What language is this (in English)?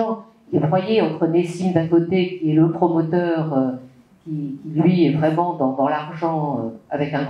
French